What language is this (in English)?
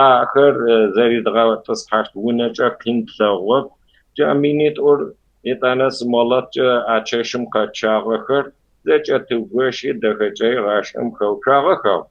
Kabardian